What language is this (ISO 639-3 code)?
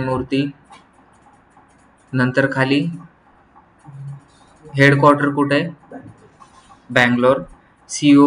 mar